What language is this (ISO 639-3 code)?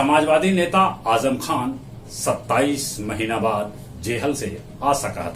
mag